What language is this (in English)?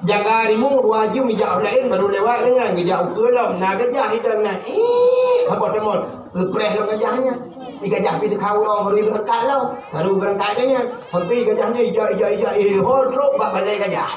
Achinese